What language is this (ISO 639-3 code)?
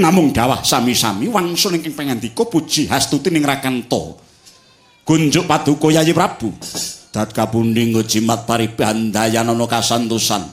jav